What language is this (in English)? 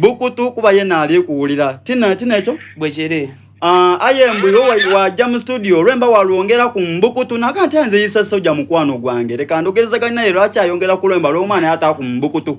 Soga